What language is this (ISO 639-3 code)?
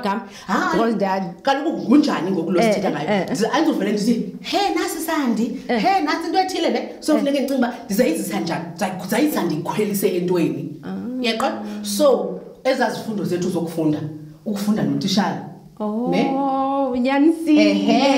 xho